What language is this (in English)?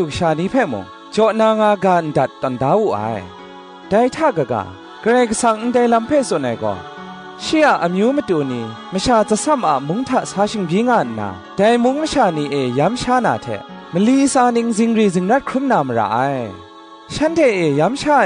Kachin